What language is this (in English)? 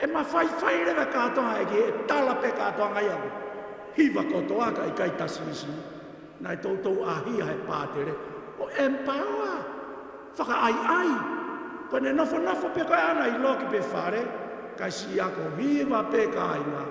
Tongan